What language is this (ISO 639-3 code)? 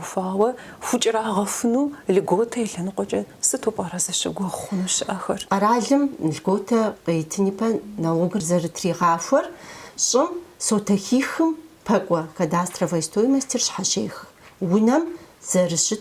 kbd